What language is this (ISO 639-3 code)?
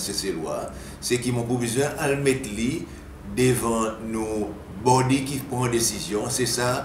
crs